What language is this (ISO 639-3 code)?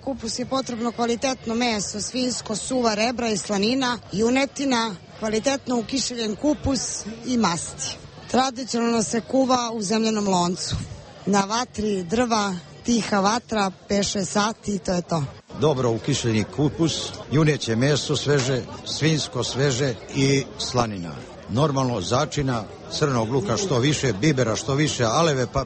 srp